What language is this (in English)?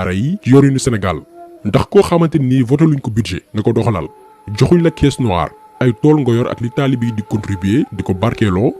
Wolof